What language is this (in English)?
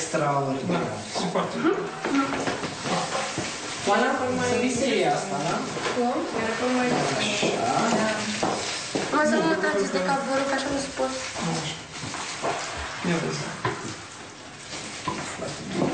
Romanian